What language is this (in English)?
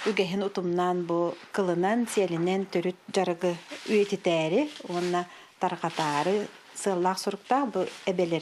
Yakut